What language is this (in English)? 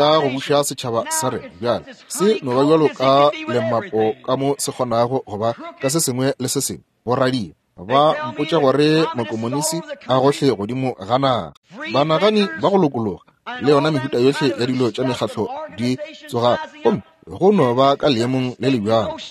Northern Sotho